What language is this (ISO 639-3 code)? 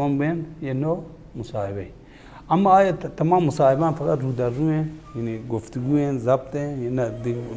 bal